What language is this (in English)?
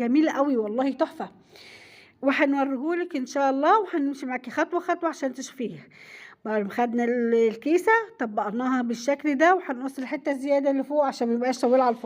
Egyptian Arabic